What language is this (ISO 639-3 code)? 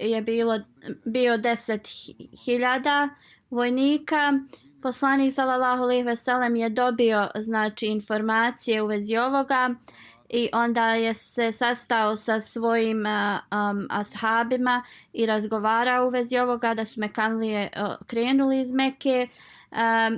bos